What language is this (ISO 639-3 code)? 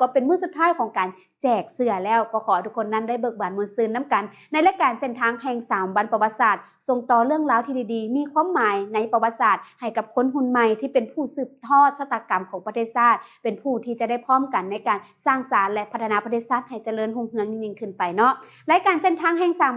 lao